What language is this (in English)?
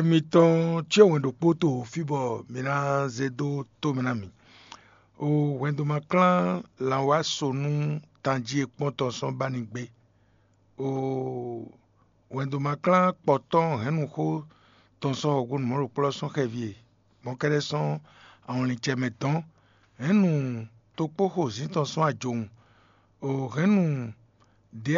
Fon